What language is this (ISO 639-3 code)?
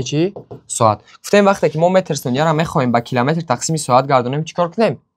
tgk